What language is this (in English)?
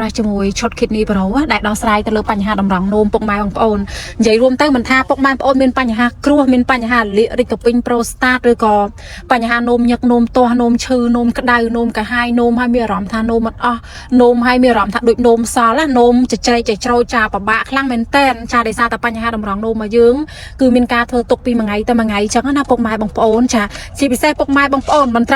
Khmer